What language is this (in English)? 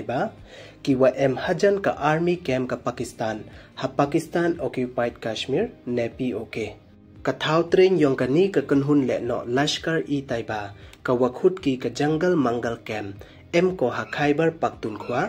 Pnar